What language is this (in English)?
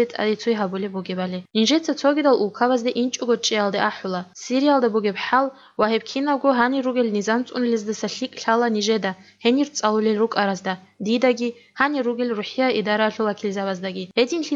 Avaric